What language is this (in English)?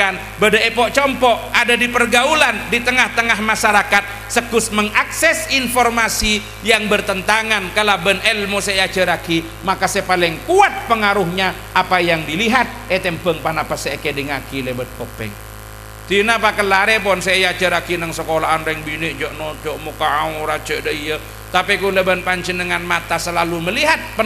Madurese